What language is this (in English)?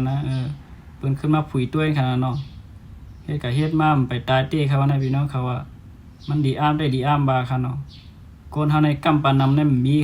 Shan